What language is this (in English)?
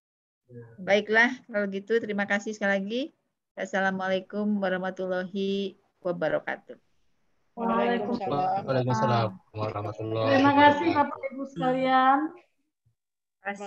Indonesian